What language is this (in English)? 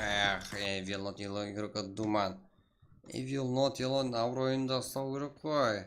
Kara-Kalpak